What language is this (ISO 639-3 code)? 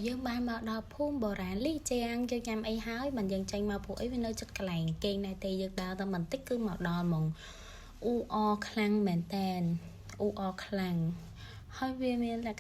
khm